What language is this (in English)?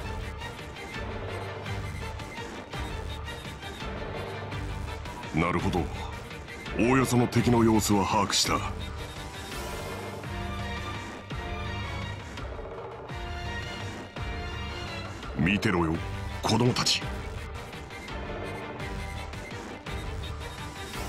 Japanese